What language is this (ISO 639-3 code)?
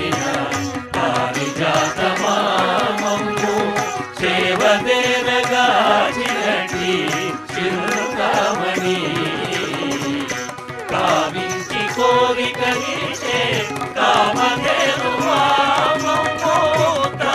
tel